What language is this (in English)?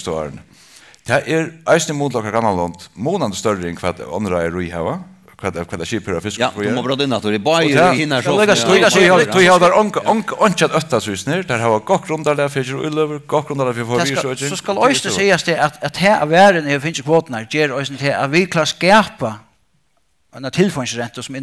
Faroese